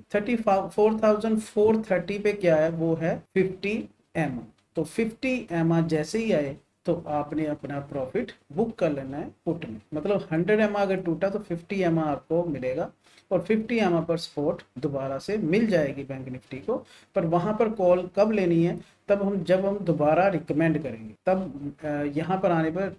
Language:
Hindi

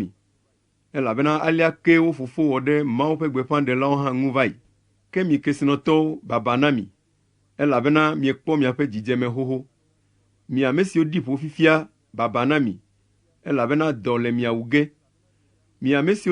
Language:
Ewe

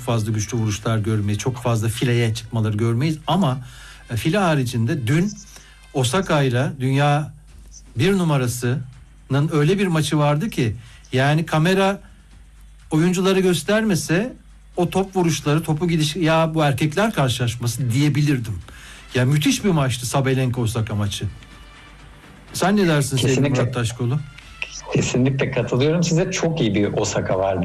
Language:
Turkish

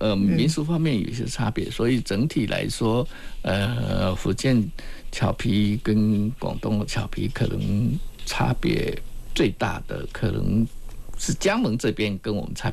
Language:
Chinese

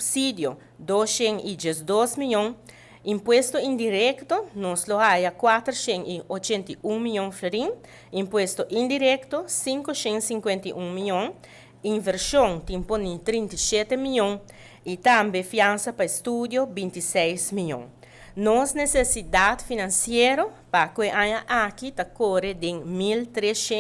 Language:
Papiamento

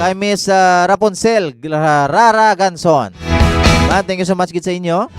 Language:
Hiligaynon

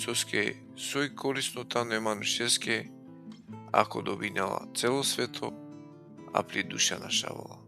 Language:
Balkan Romani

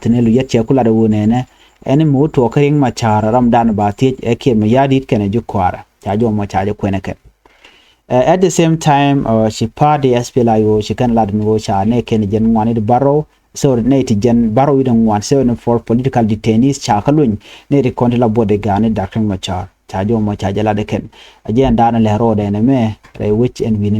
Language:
Nuer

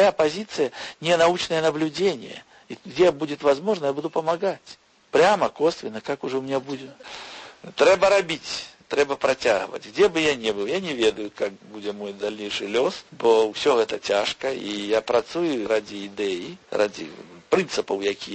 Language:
Belarusian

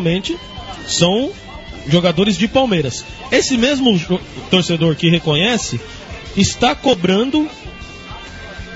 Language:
Portuguese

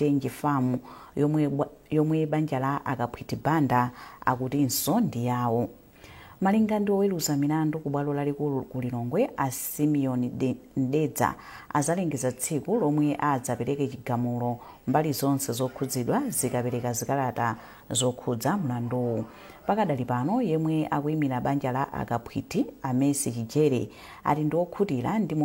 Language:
Nyanja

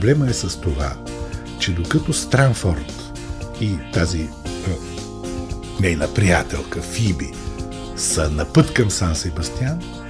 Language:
Bulgarian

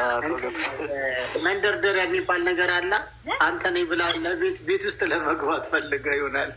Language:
Amharic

